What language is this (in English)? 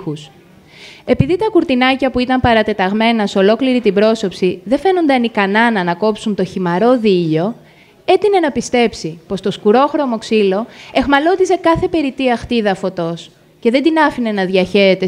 Greek